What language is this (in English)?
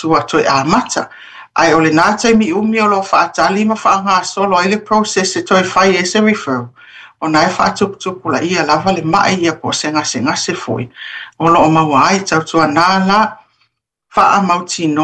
Samoan